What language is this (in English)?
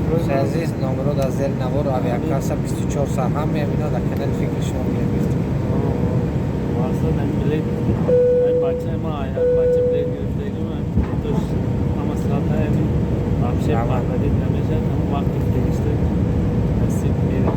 Tajik